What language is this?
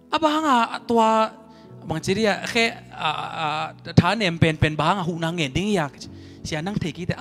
Tedim Chin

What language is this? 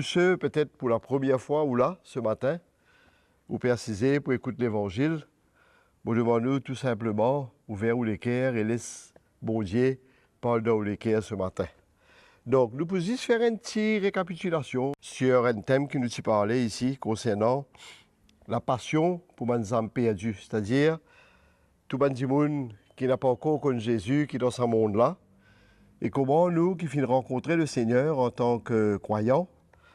Morisyen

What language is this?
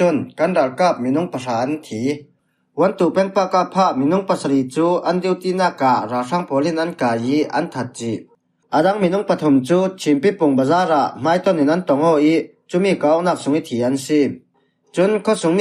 Falam Chin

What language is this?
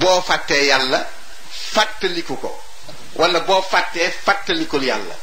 Wolof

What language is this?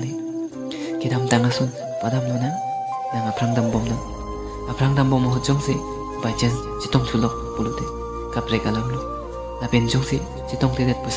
Karbi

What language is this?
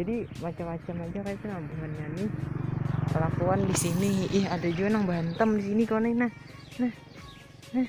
Banjar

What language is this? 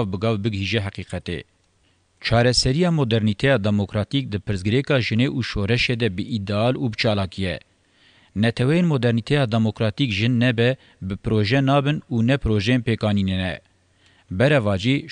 Kurdish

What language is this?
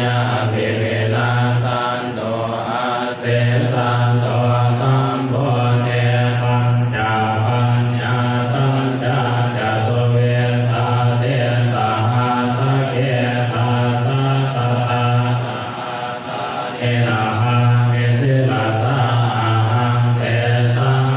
Pali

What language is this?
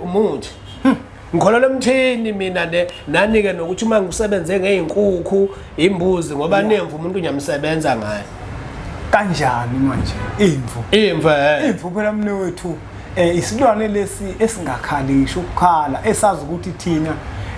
Zulu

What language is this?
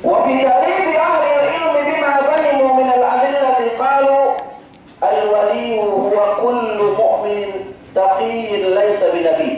Yakan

